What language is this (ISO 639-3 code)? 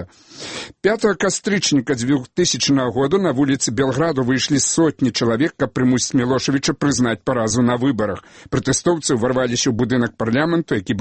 bel